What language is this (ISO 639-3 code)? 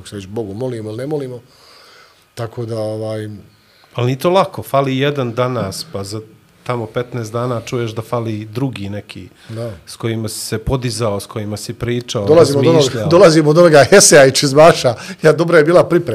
bos